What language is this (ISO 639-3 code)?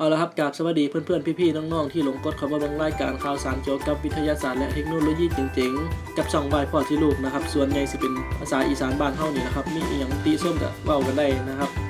tts